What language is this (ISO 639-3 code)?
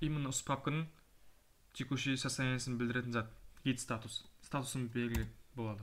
kaa